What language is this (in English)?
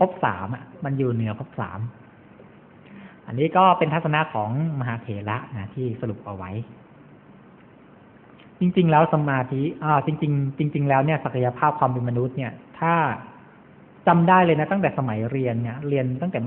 Thai